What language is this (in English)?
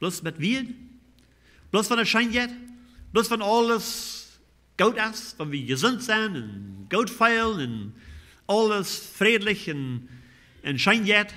Plautdietsch